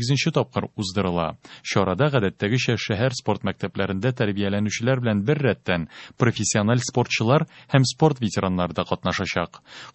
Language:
Tatar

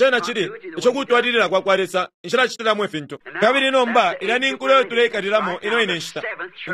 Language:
Bemba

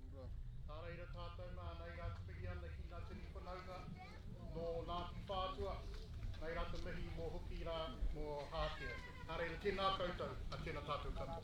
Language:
Māori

